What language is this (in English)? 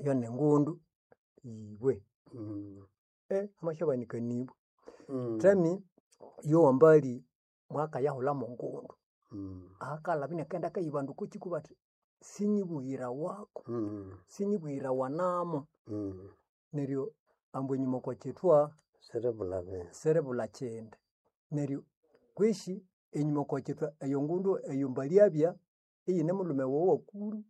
Nande